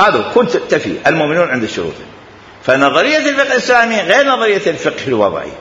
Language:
Mesopotamian Arabic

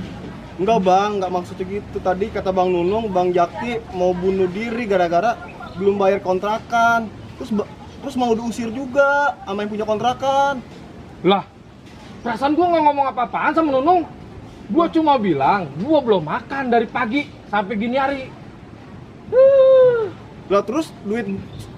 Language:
Betawi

